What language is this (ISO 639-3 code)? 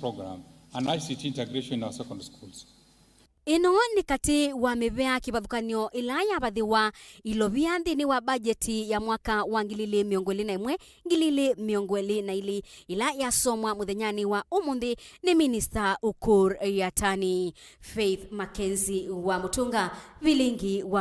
kam